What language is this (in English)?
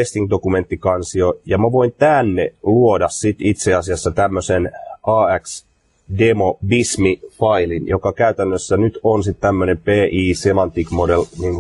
Finnish